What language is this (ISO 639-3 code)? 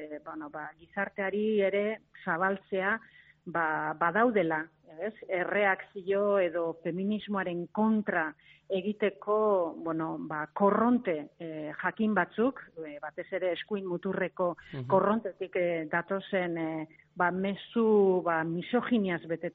eus